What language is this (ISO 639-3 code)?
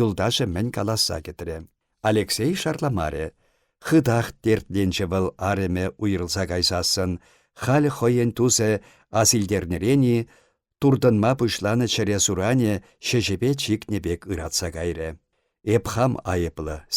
chv